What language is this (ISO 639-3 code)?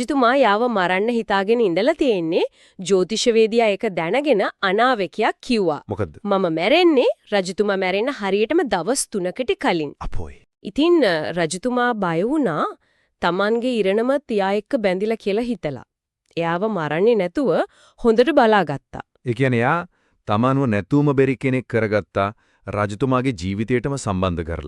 sin